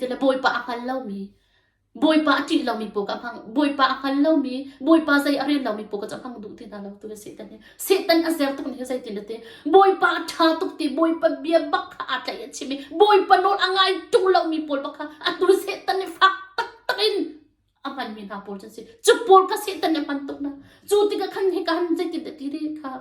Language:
Hakha Chin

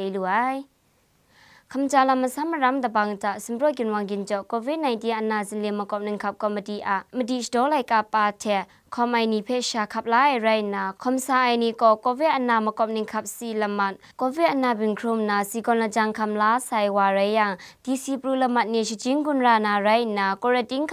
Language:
Kachin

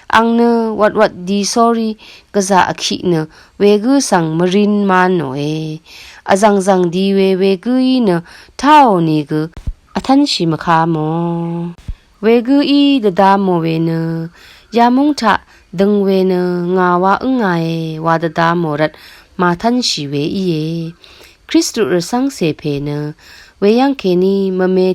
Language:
Rawang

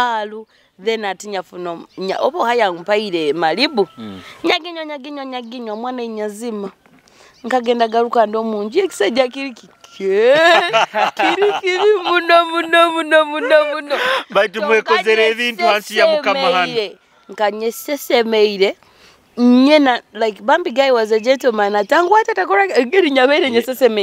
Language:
Nyoro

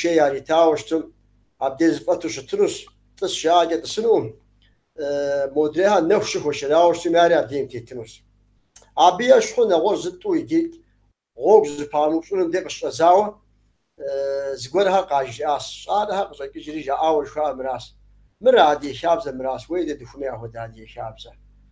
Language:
Kabardian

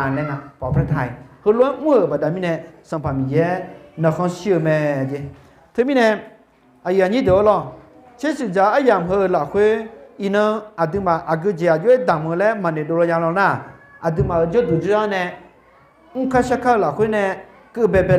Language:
Akha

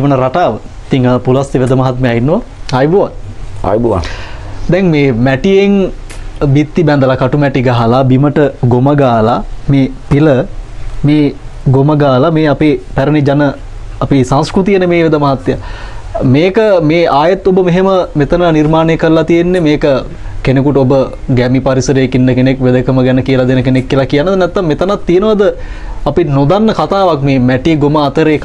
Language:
Sinhala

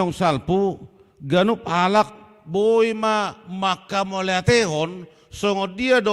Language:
Batak Toba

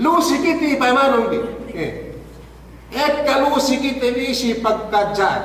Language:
Yakan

